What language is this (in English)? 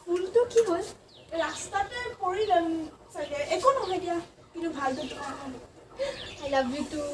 Assamese